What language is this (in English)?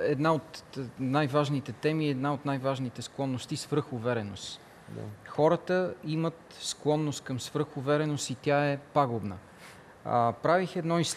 Bulgarian